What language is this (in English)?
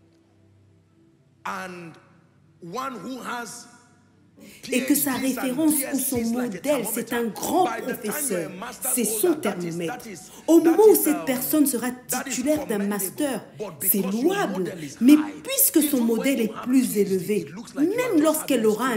French